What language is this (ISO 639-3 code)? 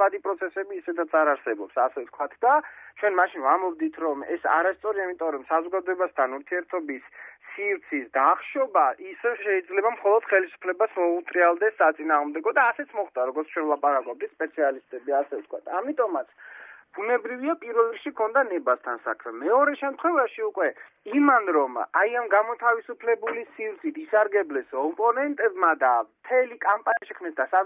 kat